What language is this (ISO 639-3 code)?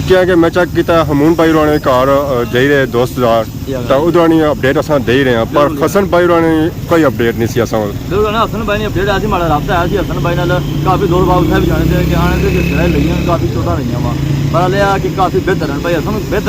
phr